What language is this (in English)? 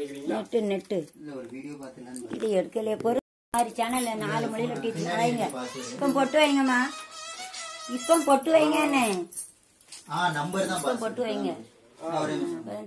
Tamil